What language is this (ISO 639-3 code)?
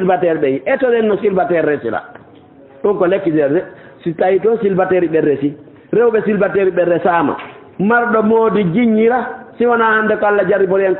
ful